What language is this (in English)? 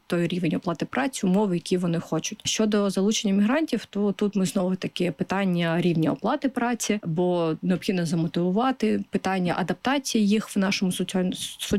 Ukrainian